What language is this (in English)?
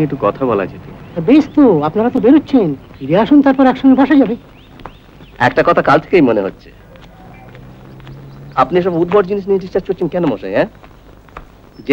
Bangla